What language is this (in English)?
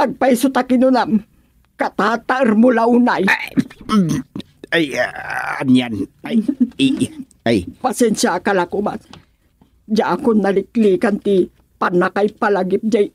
Iloko